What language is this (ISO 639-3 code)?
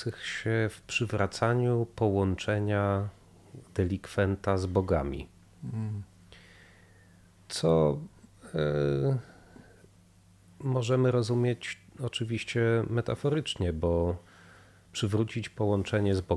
pol